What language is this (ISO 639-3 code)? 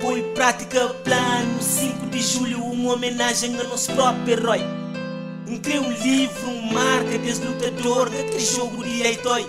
kea